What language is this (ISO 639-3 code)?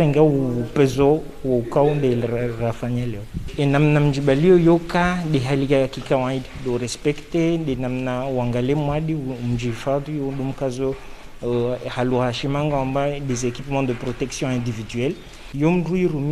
zdj